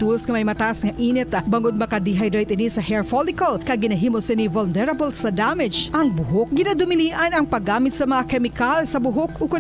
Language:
Hiligaynon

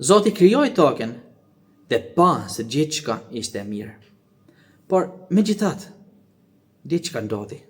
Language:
Albanian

